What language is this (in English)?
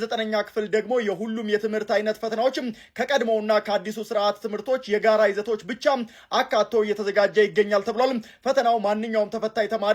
Amharic